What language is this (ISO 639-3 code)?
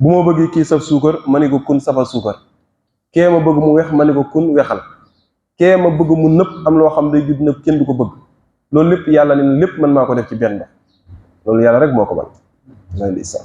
wol